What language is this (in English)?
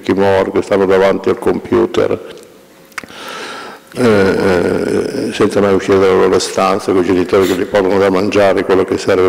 Italian